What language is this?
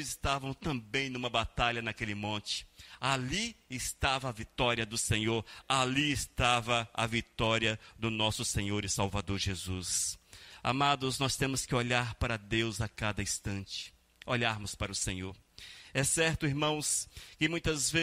Portuguese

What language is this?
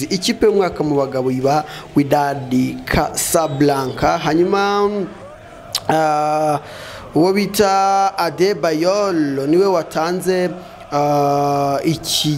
Kinyarwanda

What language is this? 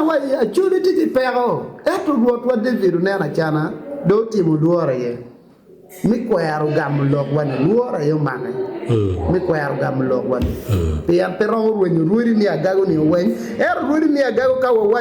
Acoli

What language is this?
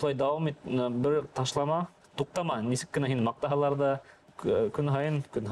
Bashkir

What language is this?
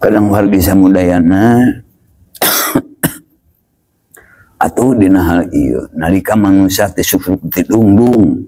Sundanese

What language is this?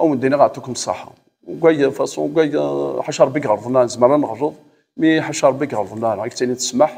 Kabyle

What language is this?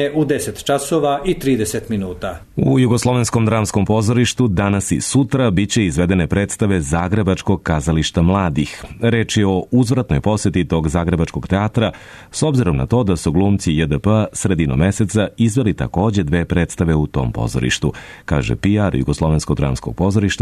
Serbian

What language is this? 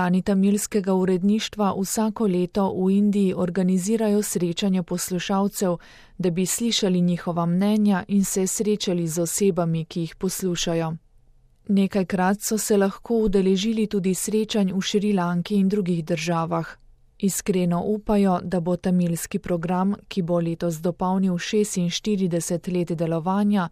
Slovenian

